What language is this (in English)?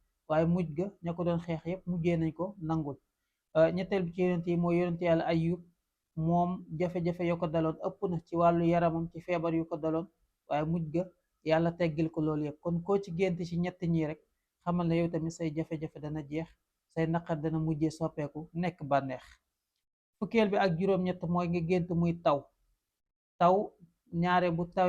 Wolof